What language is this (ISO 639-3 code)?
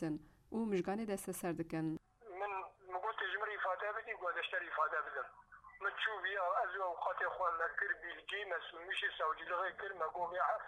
kur